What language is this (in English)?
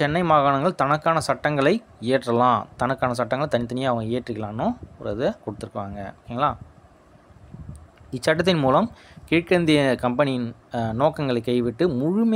Tamil